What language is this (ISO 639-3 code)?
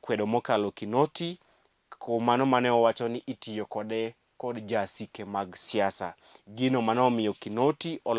luo